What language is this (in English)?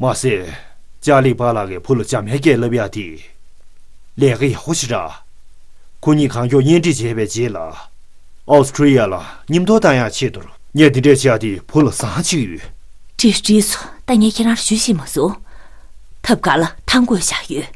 Tibetan